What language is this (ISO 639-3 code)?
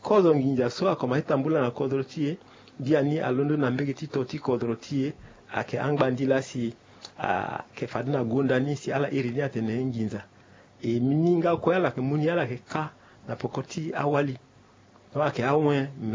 sag